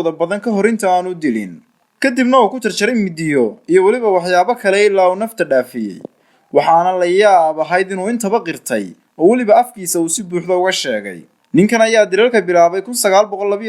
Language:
Somali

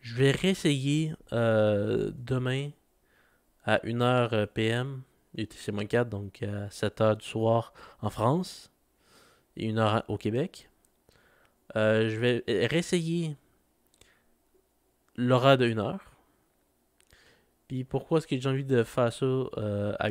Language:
French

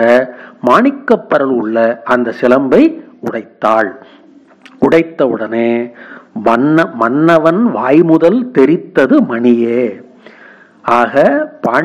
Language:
Tamil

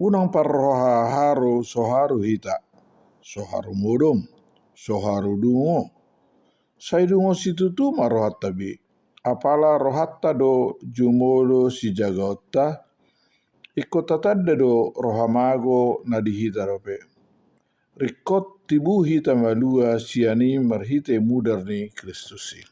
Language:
Batak Toba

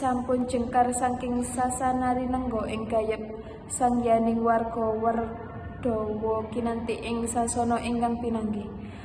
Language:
Javanese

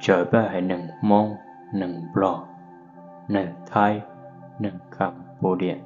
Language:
Hmong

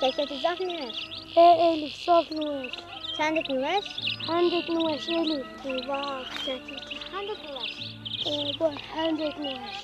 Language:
Zaza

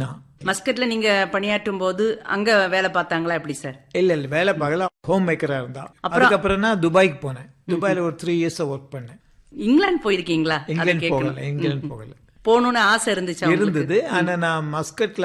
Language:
Tamil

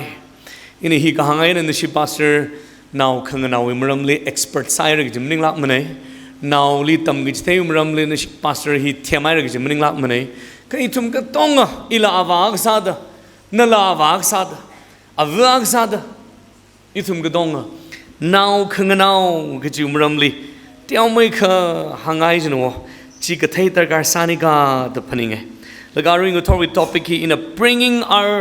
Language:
Tangkhul Naga (India)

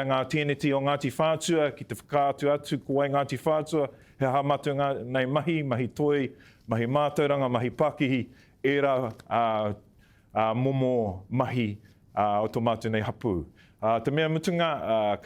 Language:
Māori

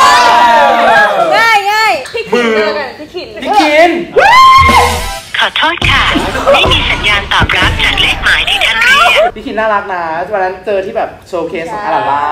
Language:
Thai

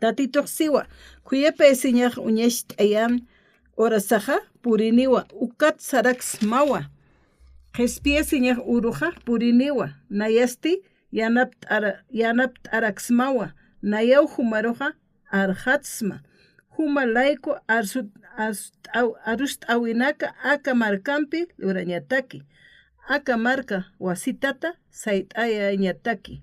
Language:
Aymara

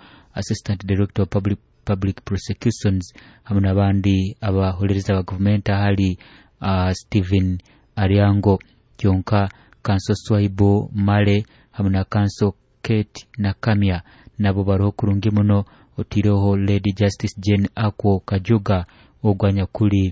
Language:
Nyoro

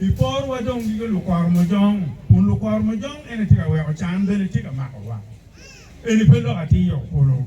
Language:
Acoli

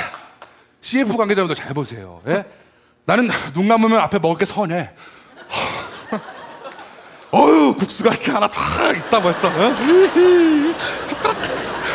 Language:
Korean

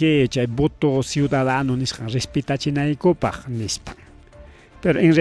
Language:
Ayacucho Quechua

